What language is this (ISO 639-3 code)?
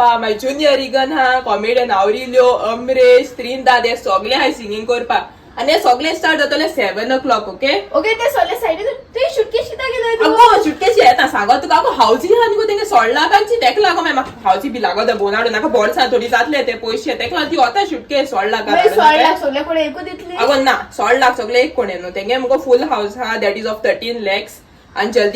kok